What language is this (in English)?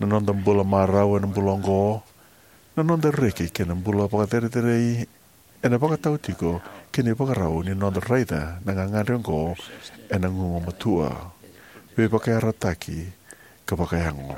Fijian